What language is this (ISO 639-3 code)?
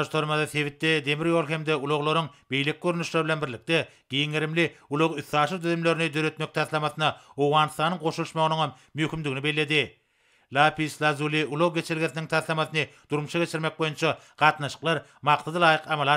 tuk